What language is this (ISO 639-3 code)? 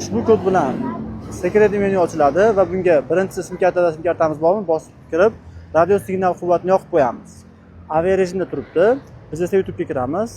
uzb